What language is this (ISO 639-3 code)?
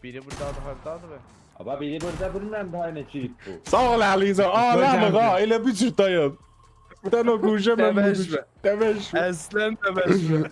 azb